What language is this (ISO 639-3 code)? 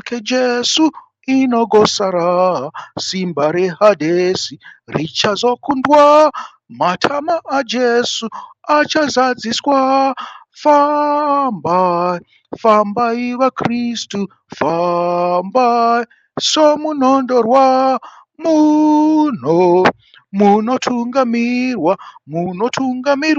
sna